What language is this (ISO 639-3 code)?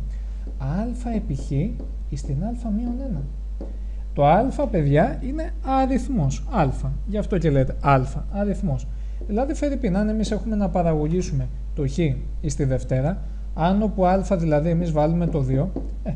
ell